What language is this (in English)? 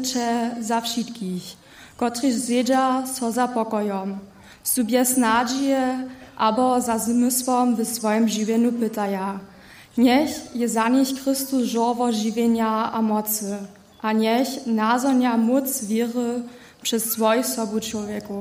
Upper Sorbian